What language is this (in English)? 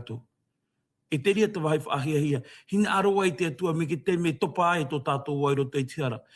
Tahitian